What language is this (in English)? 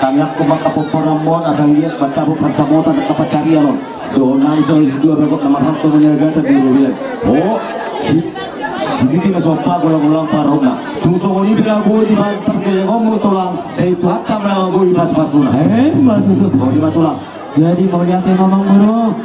Batak Toba